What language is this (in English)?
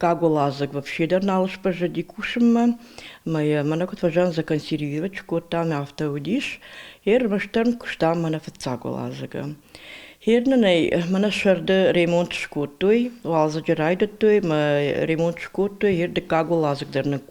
Ossetic